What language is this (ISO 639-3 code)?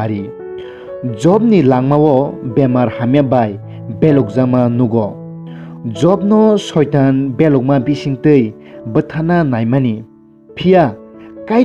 trp